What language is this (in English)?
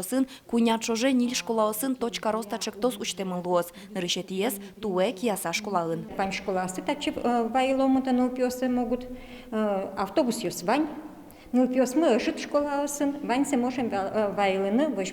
Udmurt